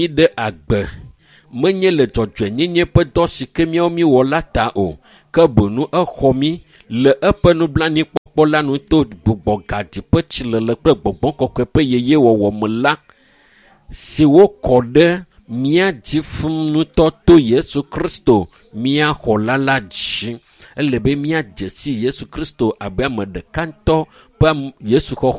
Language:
Ewe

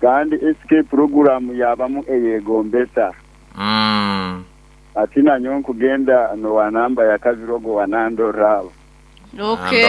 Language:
Nyankole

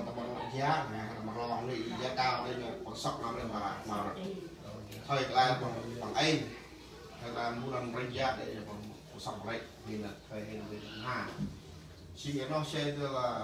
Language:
Central Mnong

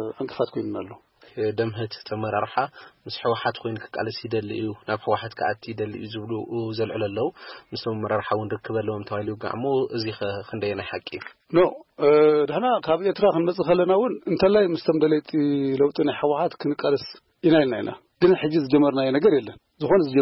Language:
Tigrinya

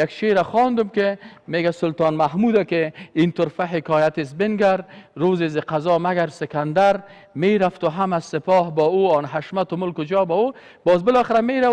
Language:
Persian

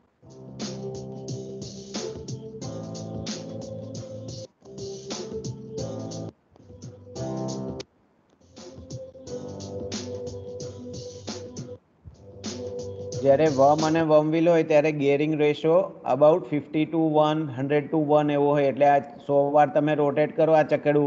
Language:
Gujarati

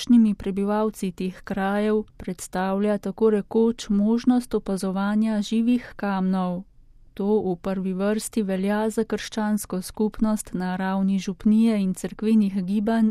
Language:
Slovenian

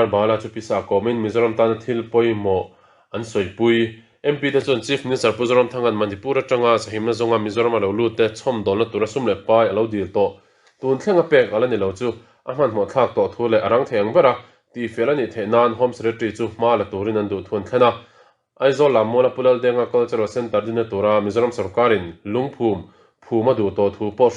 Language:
Mizo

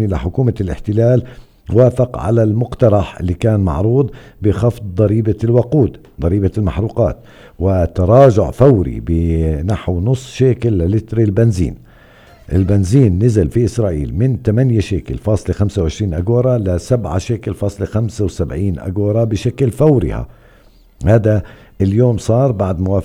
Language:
North Levantine Arabic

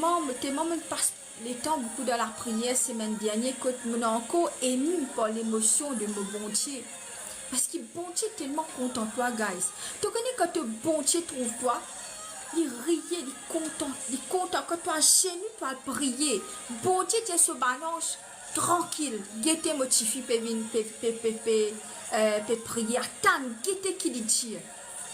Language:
Morisyen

